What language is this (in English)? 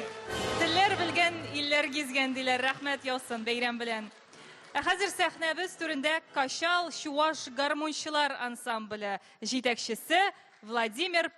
Tatar